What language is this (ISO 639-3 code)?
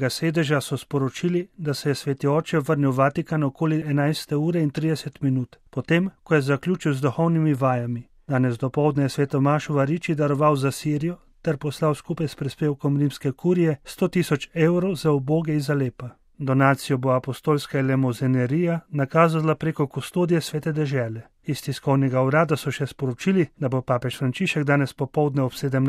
slv